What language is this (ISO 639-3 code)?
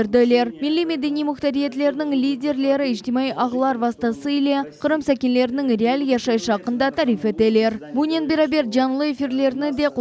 crh